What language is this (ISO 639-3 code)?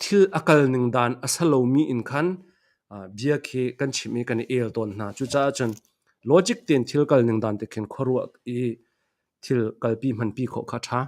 cnh